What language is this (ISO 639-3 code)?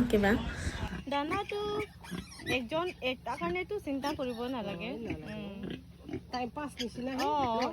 mjw